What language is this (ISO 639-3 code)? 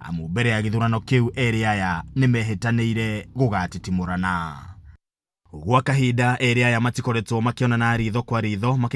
kik